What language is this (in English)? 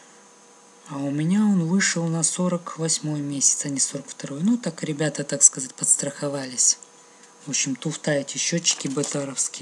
Russian